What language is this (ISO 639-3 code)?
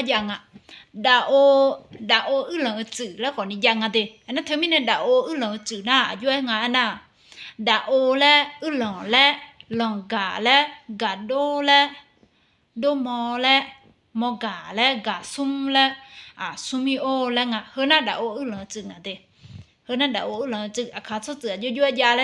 ahk